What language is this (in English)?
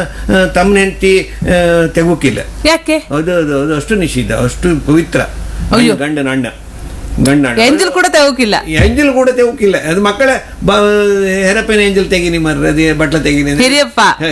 Kannada